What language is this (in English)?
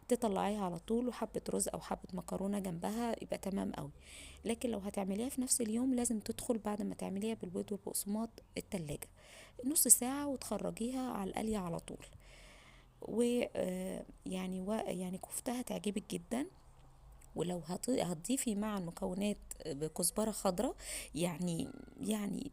Egyptian Arabic